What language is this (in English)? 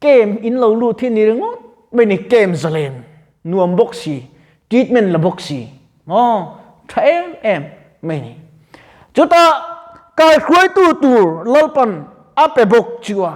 Mizo